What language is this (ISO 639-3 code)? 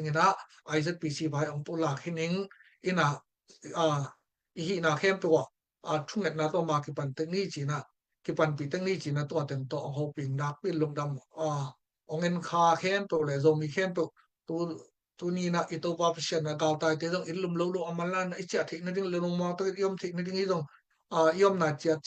ctd